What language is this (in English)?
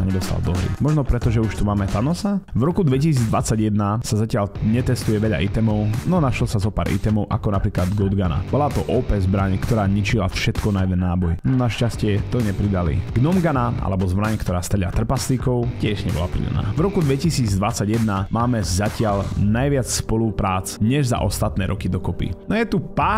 Slovak